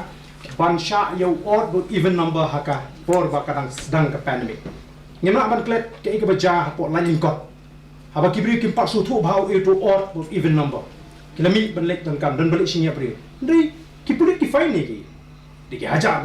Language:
Khasi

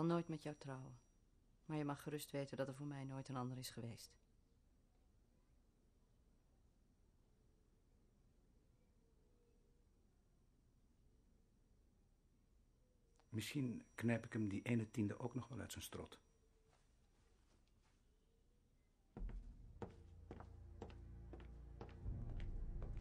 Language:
Dutch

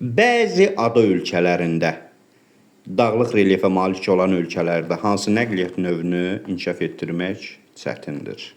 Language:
Azerbaijani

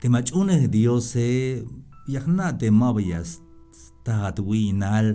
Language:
Tzeltal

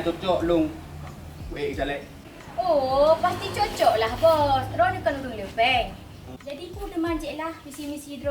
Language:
Achinese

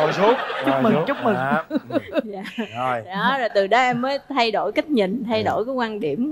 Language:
Vietnamese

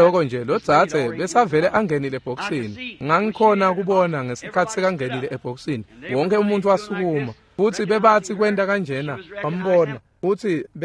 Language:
Swati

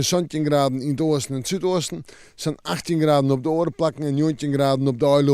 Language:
Western Frisian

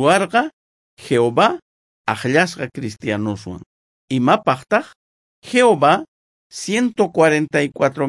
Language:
South Bolivian Quechua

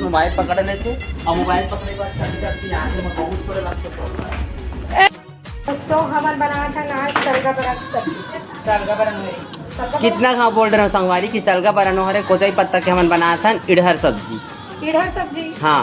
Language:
Chhattisgarhi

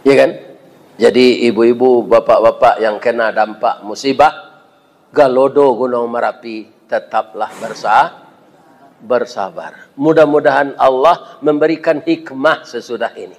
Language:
Minangkabau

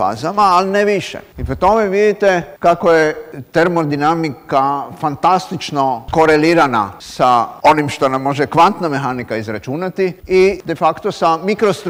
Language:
Croatian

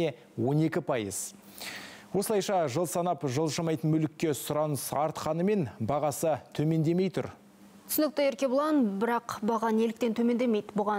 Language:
Kazakh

